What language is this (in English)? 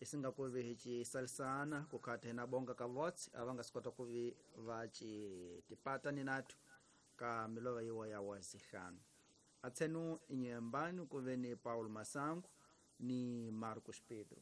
Tsonga